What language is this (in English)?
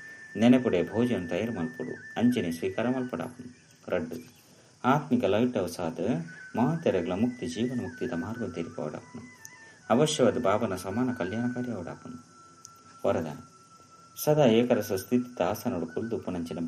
Tulu